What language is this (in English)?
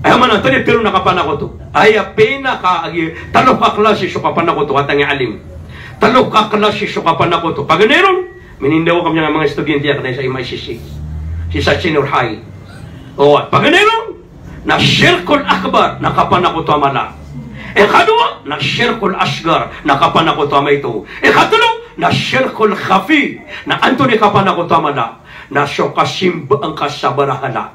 Maranao